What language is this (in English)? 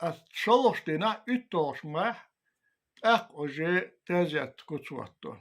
Chechen